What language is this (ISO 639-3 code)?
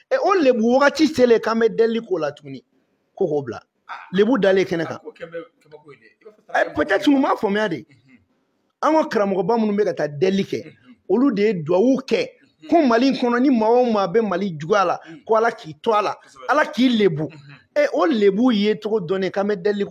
bam